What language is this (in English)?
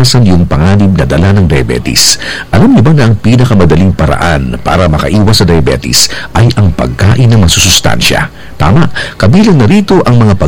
Filipino